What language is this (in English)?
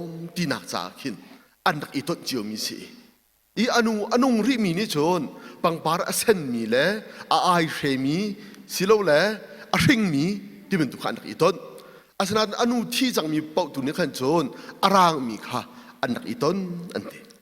Hakha Chin